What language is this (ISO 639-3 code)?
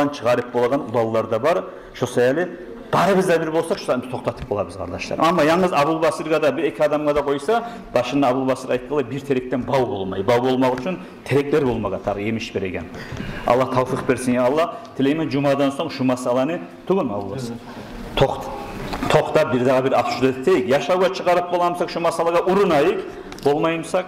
kum